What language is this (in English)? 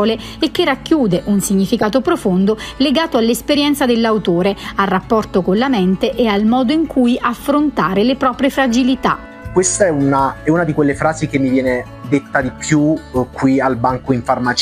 Italian